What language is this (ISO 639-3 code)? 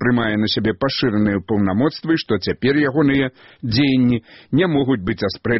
bel